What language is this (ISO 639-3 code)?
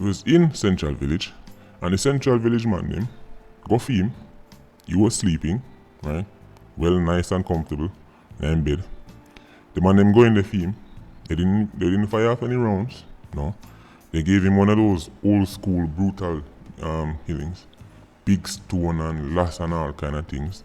jam